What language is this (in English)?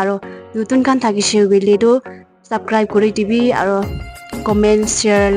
Naga Pidgin